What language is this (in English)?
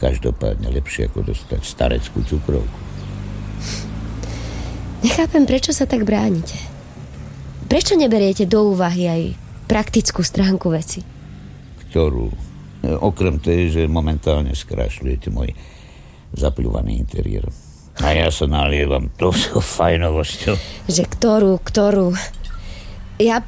Slovak